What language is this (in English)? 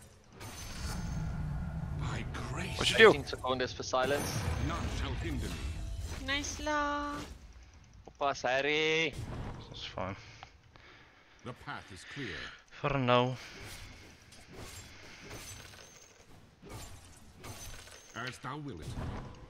Afrikaans